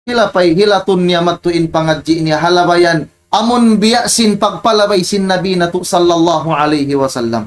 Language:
Tausug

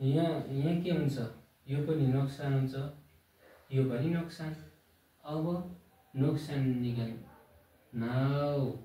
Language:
Nepali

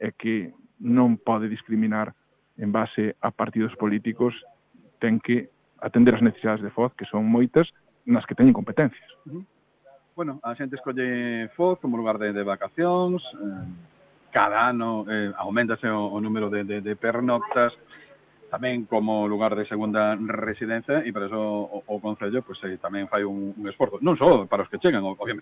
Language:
Galician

